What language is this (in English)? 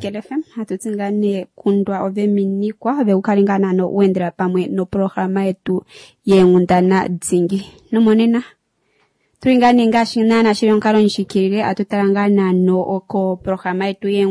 Kuanyama